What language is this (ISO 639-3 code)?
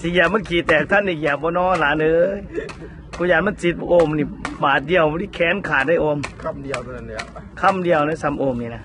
tts